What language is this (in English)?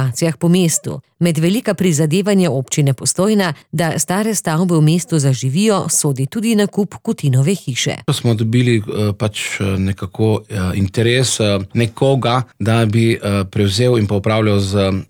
Slovenian